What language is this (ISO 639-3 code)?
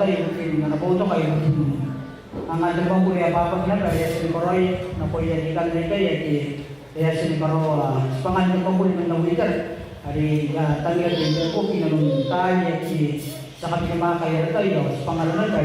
gil